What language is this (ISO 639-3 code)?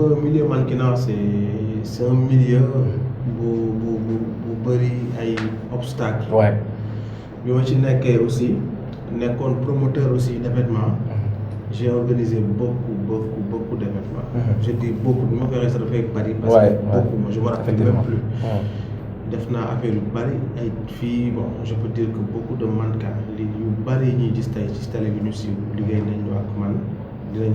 wol